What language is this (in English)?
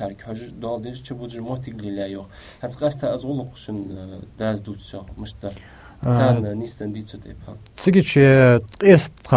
Ingush